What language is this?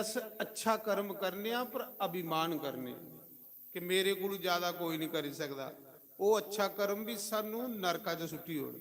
Dogri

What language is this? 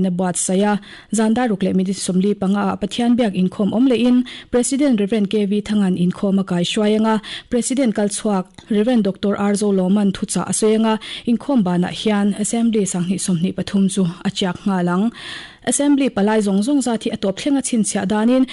Mizo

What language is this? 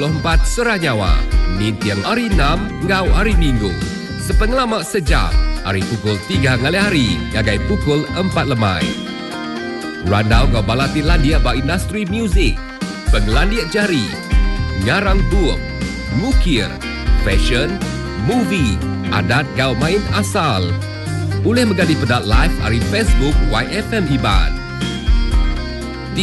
Iban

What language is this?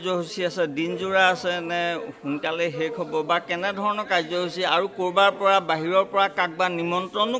Assamese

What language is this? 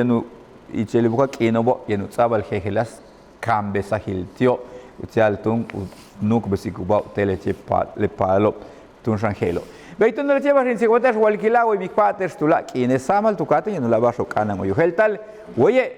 Yucateco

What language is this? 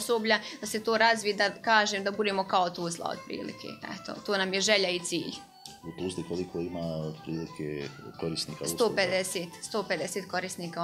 Bosnian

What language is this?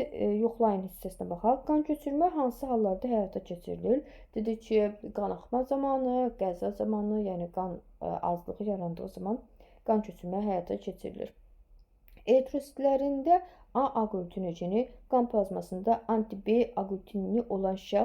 Azerbaijani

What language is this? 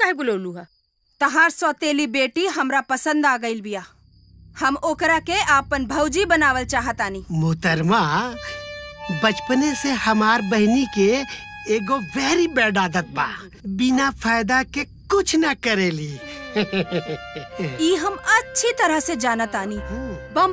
Bhojpuri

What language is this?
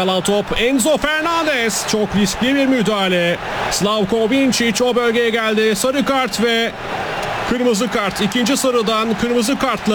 Turkish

